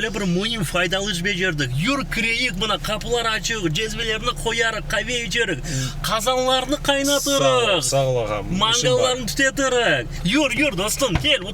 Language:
Crimean Tatar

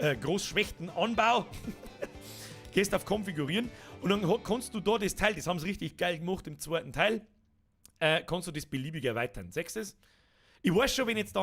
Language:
Bavarian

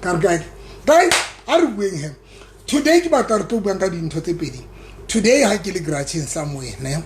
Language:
Southern Sotho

